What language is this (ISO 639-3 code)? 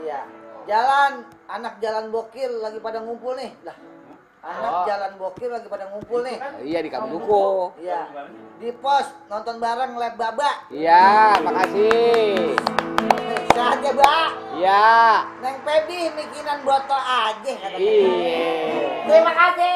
bew